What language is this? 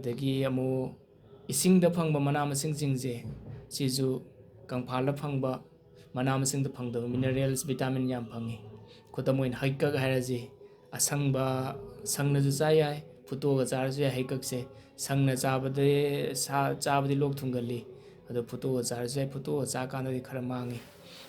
Manipuri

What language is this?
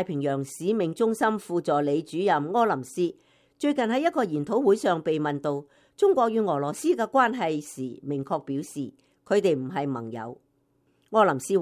Cantonese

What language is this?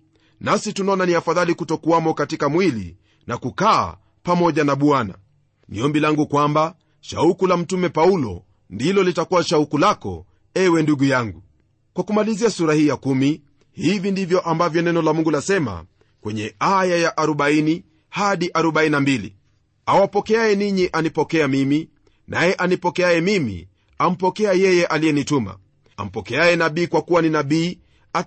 Swahili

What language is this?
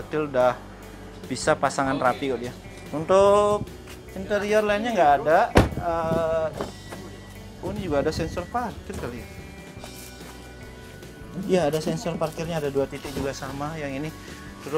Indonesian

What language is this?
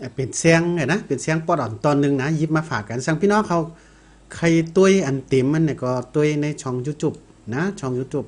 Shan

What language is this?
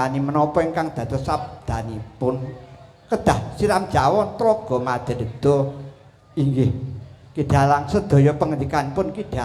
Javanese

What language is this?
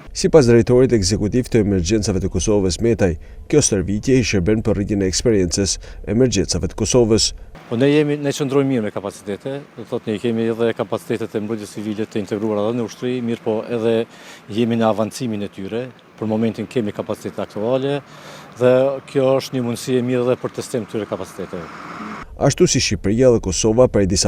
Albanian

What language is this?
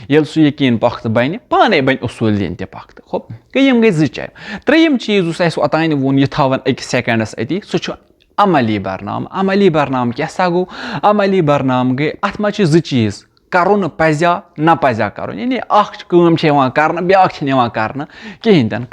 Kashmiri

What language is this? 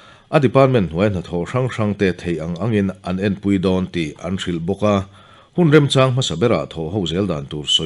Mizo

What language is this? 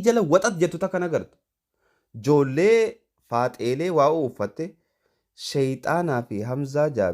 Oromo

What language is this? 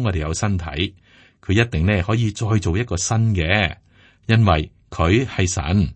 Cantonese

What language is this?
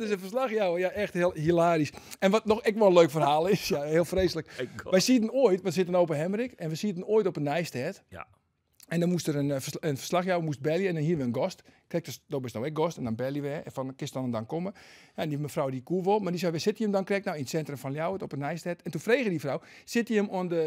Western Frisian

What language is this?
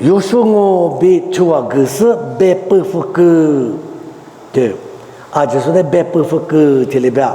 Lisu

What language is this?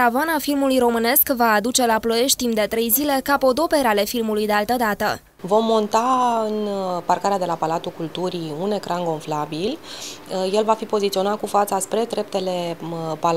Romanian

